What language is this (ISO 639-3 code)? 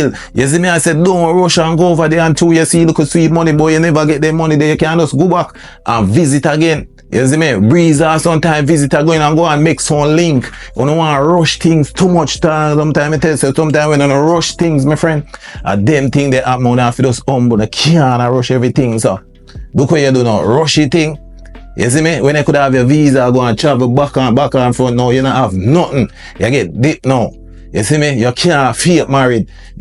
jam